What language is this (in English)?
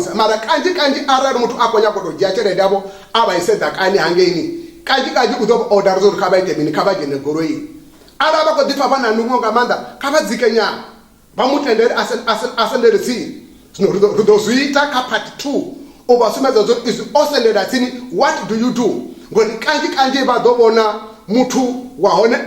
Venda